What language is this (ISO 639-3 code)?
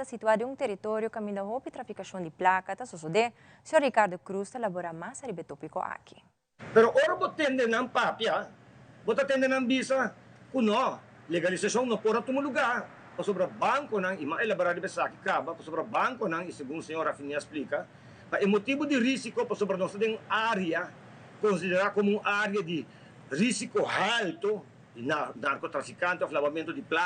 pap